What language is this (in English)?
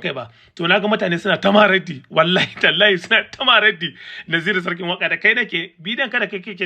Hausa